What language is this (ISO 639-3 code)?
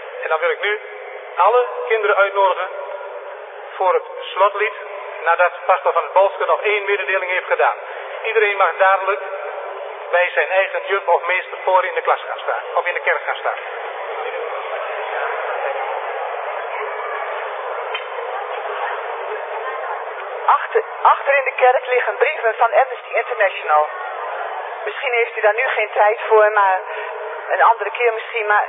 nld